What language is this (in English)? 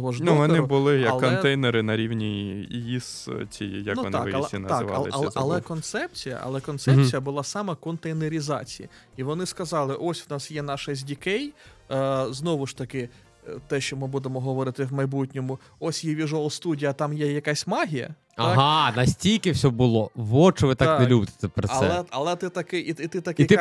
Ukrainian